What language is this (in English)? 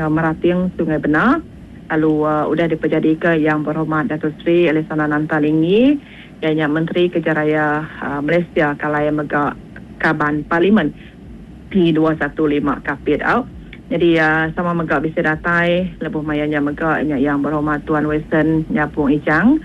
Iban